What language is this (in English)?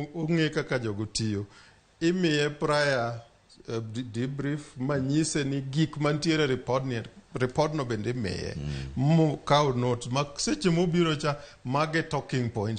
Luo (Kenya and Tanzania)